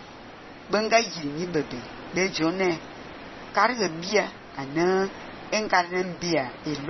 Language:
Fang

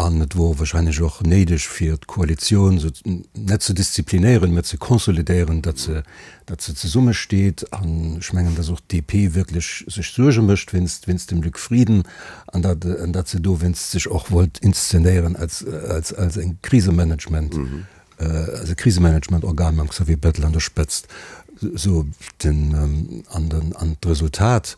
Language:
Luxembourgish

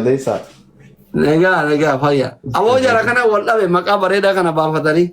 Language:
Oromo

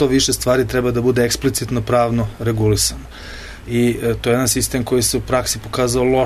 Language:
Serbian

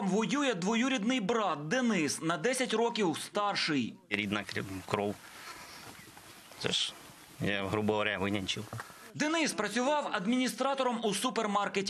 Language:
Ukrainian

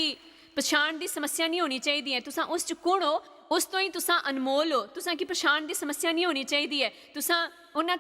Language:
Dogri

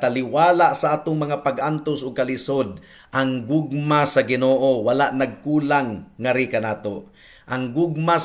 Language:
Cebuano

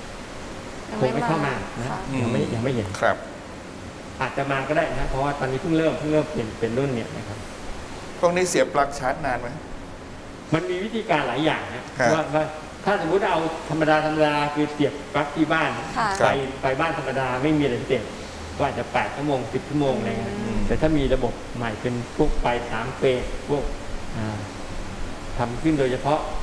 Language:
Thai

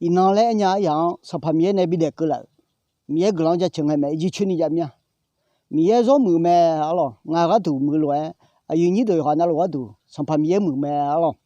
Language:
Akha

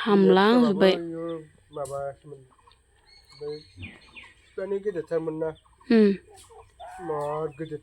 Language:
Bodo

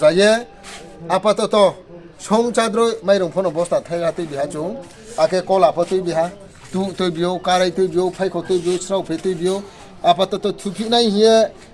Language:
Riang (India)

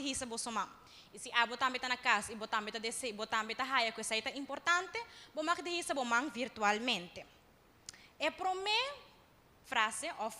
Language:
Papiamento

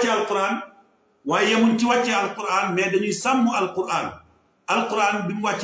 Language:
Wolof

